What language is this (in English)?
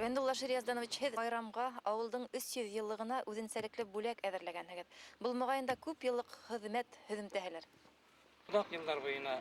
Bashkir